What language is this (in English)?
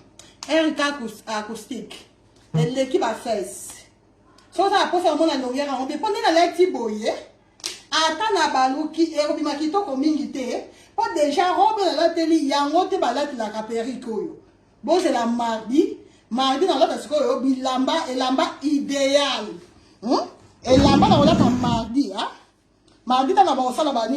Lingala